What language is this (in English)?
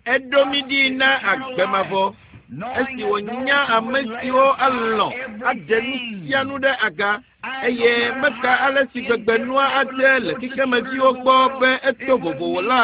Ewe